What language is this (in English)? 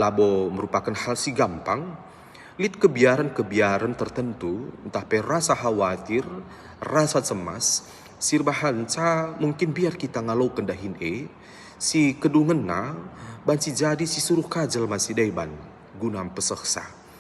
Batak Karo